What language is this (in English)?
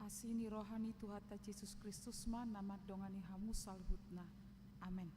Batak Toba